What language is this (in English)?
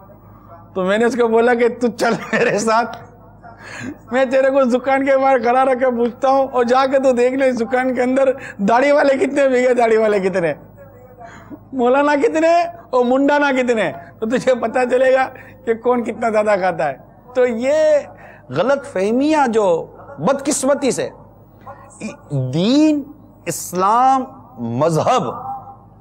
Urdu